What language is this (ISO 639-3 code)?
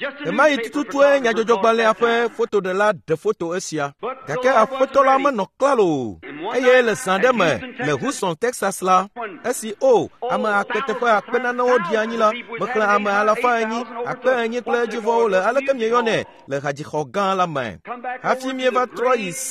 ewe